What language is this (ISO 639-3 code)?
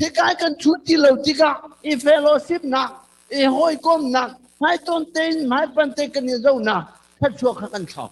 cnh